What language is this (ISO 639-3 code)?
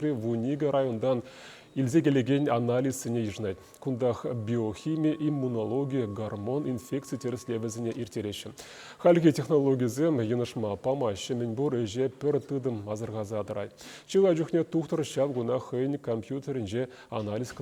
chv